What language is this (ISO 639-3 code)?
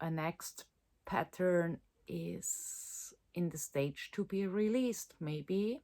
gsw